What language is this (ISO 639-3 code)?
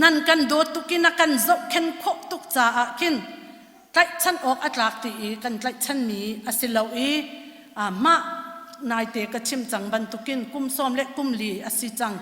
cnh